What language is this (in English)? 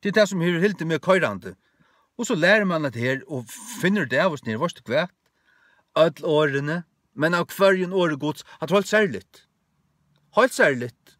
Faroese